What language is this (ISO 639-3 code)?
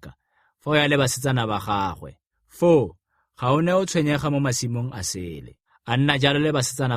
tsn